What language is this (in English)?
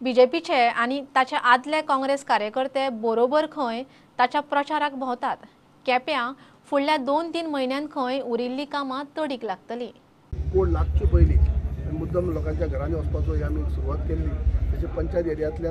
Konkani